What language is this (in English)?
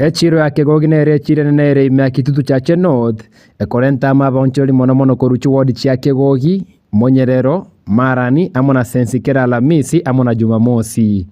Gusii